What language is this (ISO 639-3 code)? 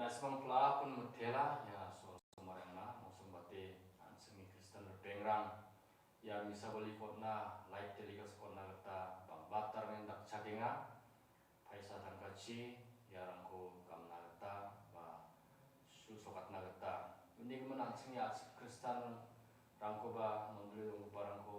grt